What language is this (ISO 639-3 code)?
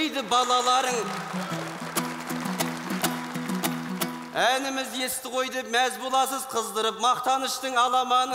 kaz